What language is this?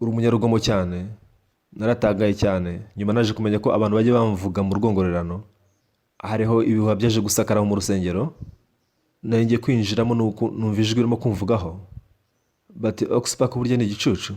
Kinyarwanda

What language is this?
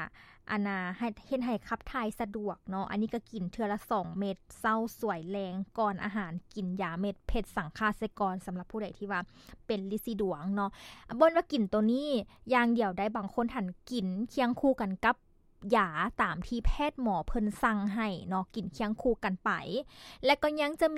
Lao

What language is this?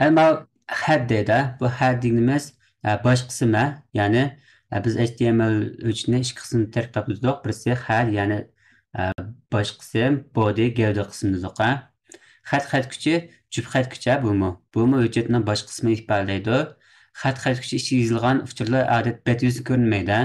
Uyghur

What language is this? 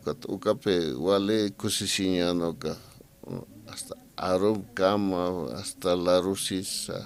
Aymara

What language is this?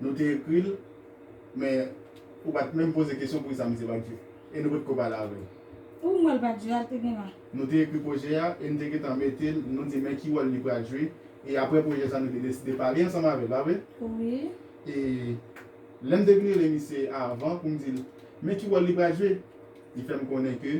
Haitian Creole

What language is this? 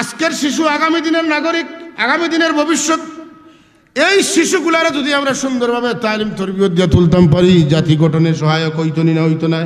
Sylheti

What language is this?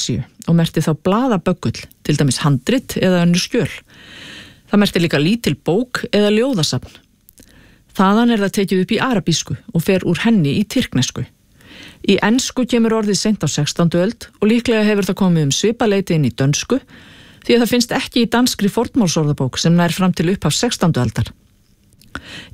Icelandic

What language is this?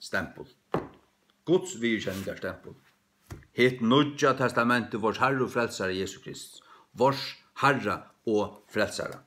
Faroese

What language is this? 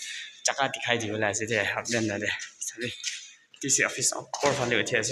Naga Pidgin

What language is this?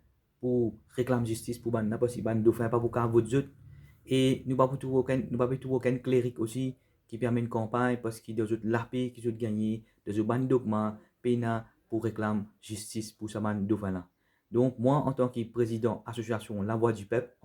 Morisyen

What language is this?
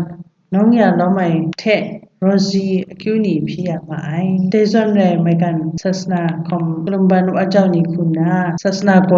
Kachin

